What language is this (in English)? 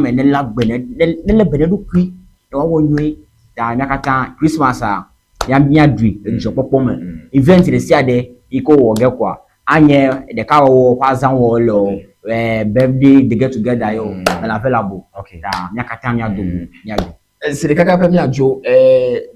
Ewe